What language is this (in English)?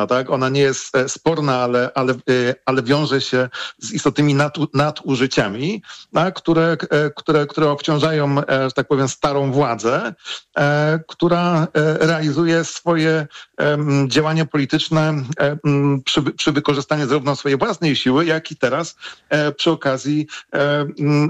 Polish